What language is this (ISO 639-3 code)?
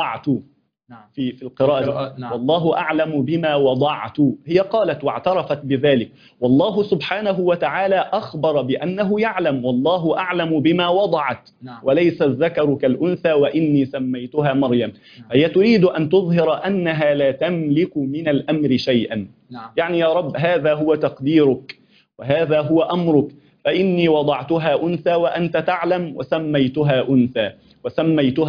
ara